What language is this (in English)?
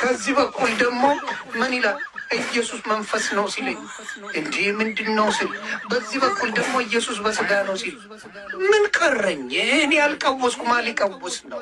Amharic